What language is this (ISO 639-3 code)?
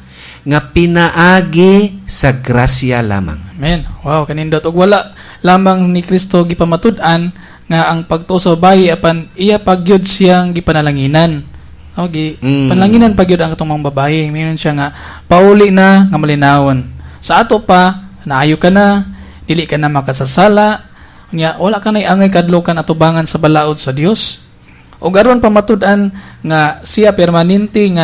ceb